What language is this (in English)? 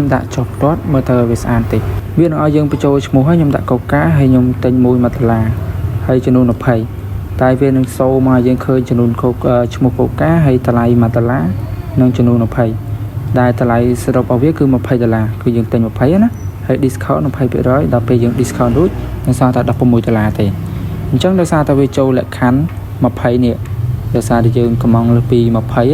Khmer